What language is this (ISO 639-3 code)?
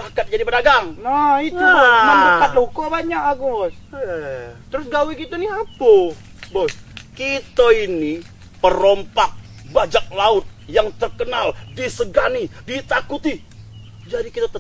mui